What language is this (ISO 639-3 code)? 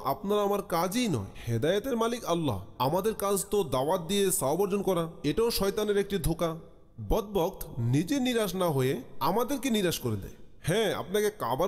ben